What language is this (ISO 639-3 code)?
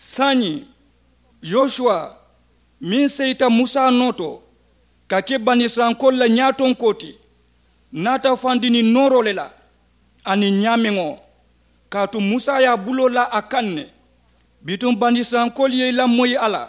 man